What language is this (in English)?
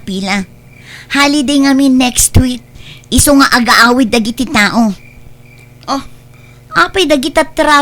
Iloko